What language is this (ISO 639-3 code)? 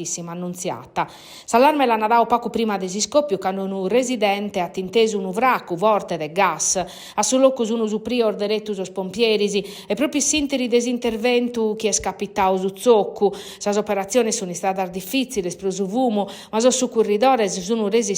srd